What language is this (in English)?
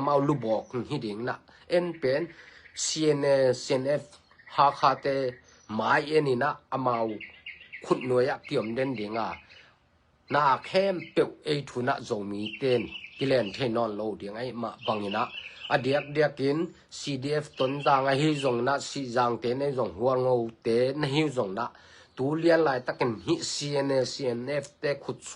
Tedim Chin